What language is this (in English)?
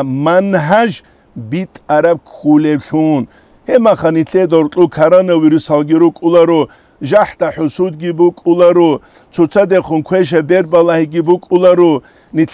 Avaric